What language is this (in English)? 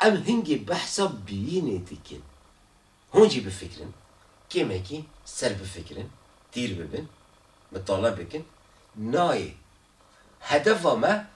Kurdish